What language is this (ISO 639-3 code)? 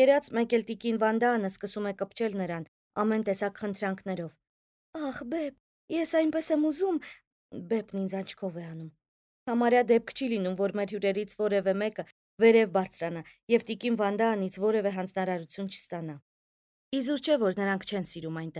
hye